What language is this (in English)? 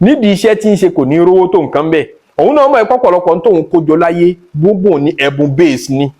Yoruba